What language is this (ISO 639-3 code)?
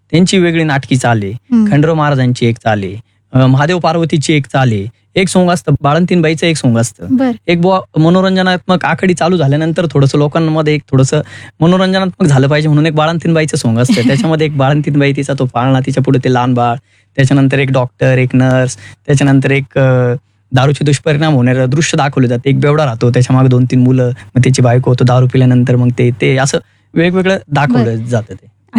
mar